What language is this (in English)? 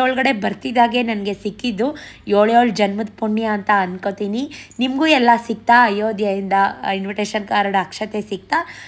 Kannada